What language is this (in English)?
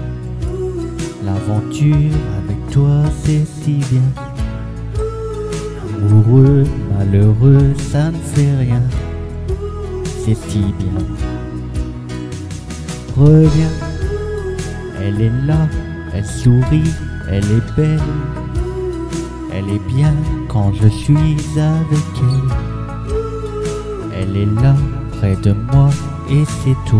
French